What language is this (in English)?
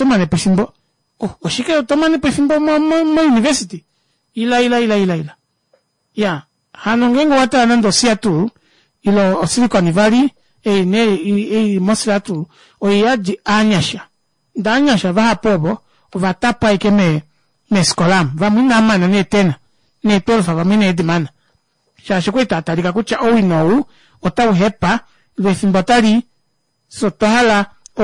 Kuanyama